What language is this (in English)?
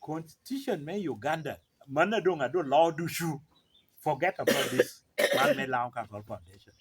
Lango (Uganda)